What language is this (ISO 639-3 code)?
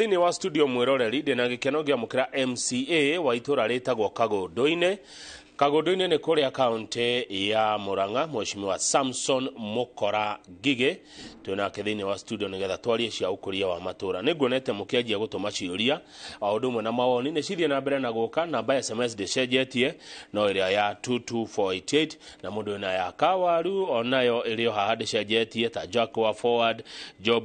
kik